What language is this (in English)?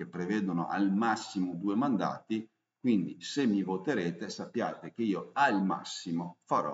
Italian